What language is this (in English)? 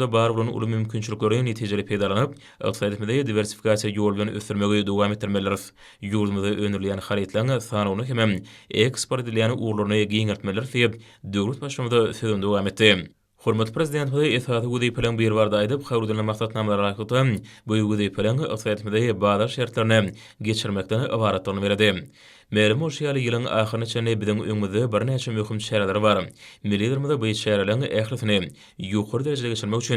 Turkmen